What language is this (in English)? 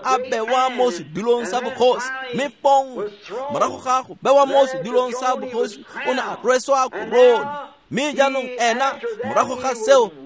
Tswana